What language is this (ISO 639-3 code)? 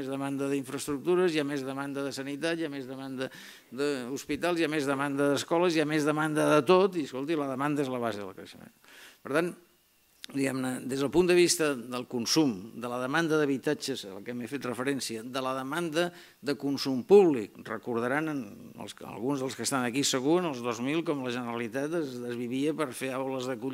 cat